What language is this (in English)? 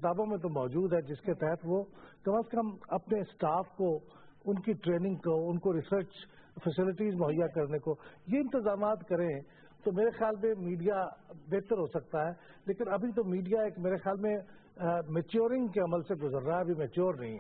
Urdu